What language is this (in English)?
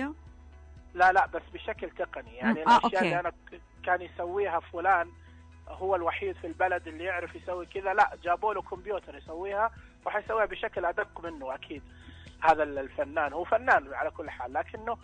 Najdi Arabic